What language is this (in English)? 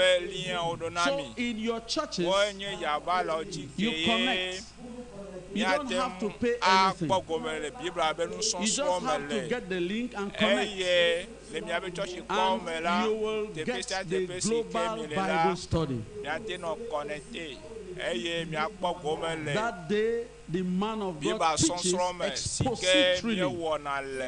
Ewe